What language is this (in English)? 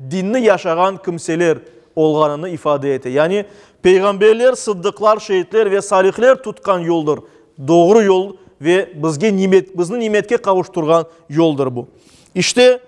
Crimean Tatar